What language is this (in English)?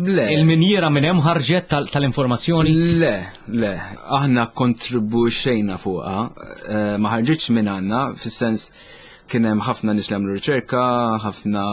Maltese